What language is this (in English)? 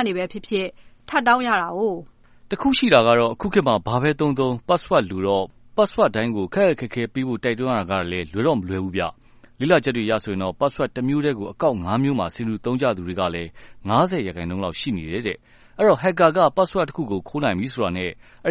Burmese